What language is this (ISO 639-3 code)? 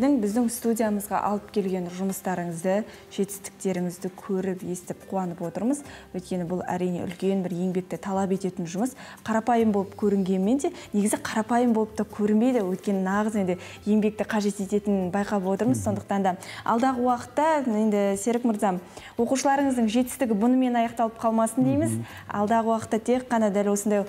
kaz